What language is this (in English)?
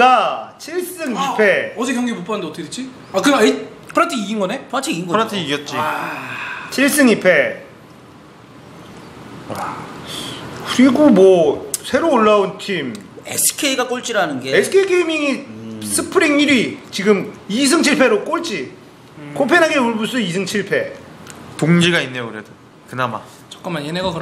Korean